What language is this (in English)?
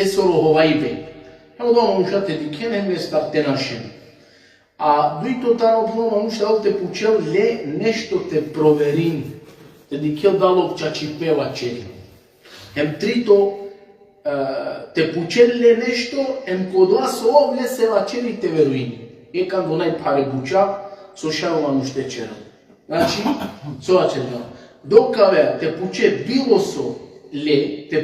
Balkan Romani